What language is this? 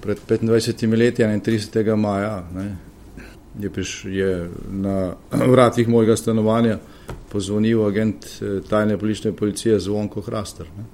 Slovenian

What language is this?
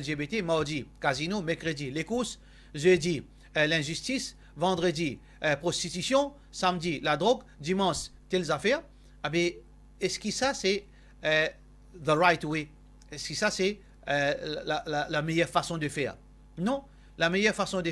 Morisyen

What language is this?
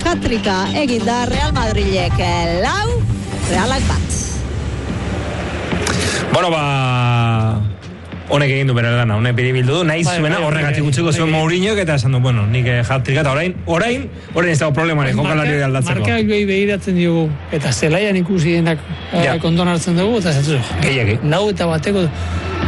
Basque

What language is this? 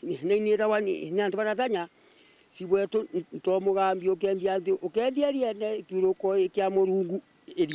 Meru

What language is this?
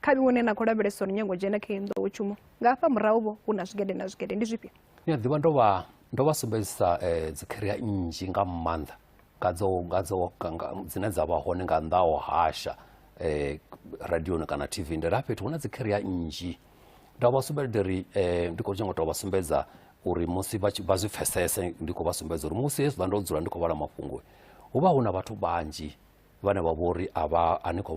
Venda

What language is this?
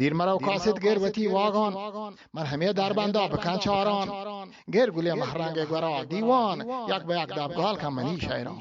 Eastern Balochi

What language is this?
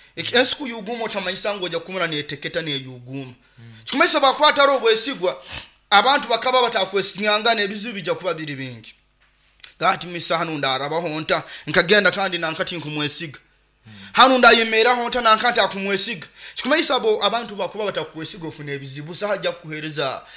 Nyoro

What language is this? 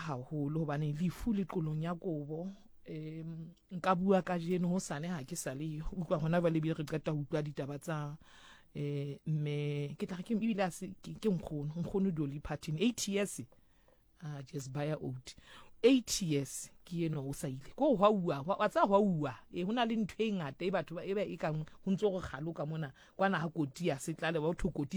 Southern Sotho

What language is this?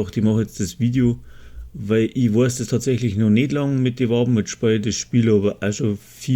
Bavarian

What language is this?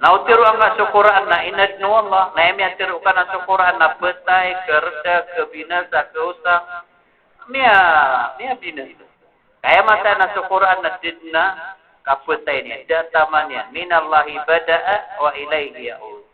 Maranao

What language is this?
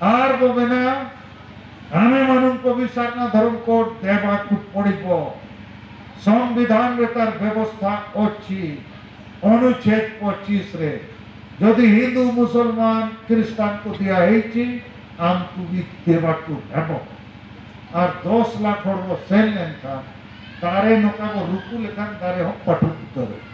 Santali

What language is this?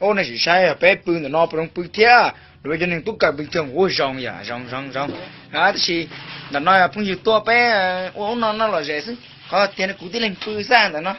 Hmong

